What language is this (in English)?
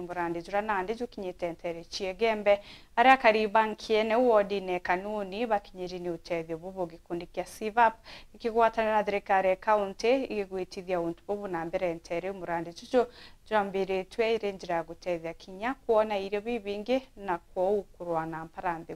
Meru